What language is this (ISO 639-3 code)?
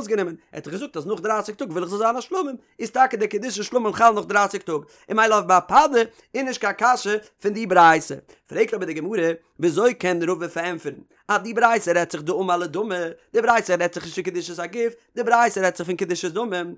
yid